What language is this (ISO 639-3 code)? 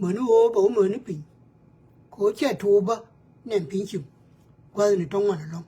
nus